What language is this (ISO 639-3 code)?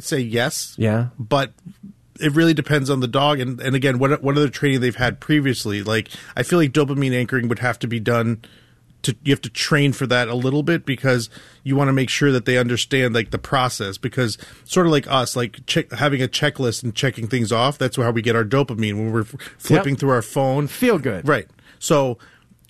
eng